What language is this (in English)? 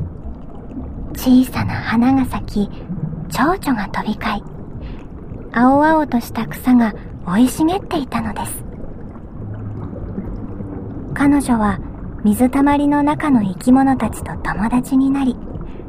Japanese